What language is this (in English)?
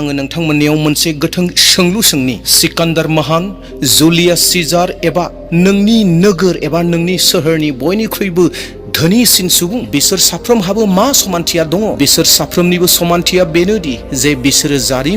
Bodo